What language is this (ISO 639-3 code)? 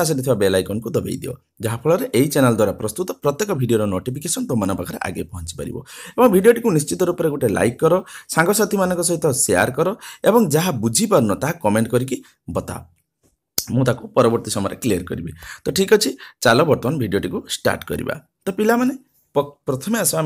ori